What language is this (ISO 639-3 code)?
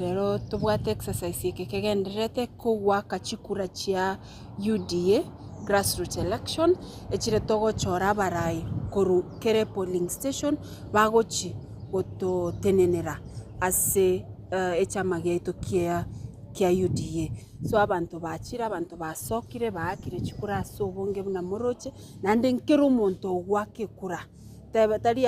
guz